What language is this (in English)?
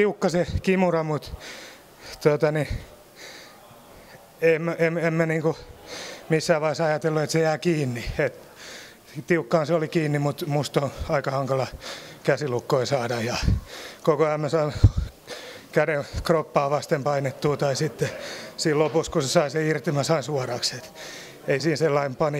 Finnish